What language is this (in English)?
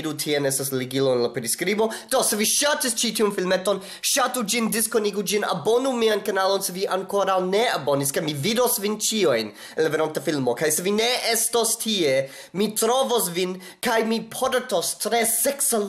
Esperanto